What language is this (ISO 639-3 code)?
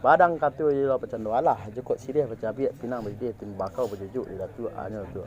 min